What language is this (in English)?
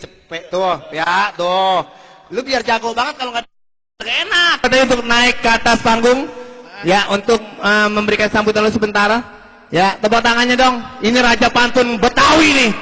Betawi